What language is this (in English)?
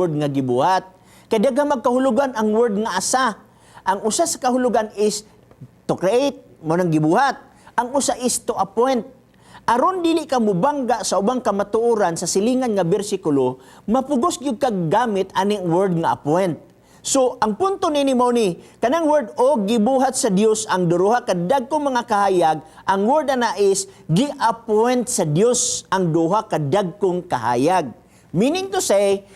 Cebuano